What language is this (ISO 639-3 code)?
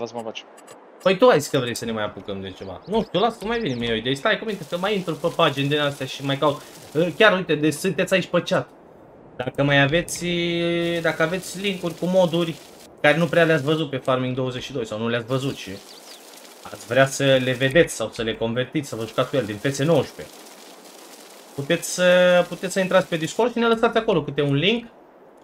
ron